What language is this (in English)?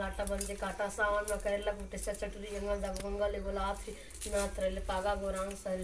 Chhattisgarhi